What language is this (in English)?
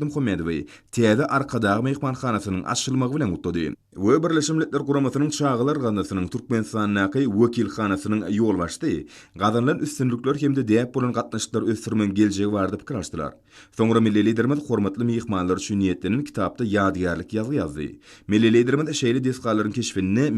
Turkmen